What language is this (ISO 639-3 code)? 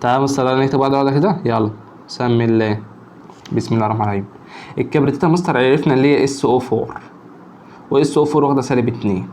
arz